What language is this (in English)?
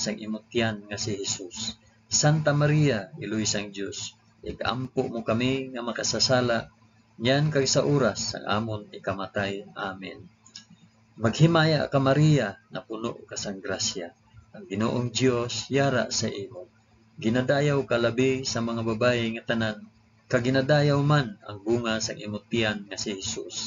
Hiligaynon